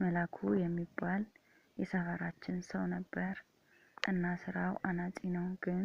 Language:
Amharic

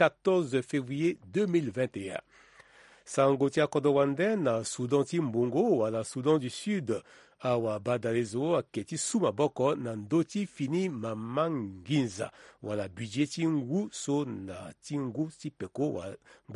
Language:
Sango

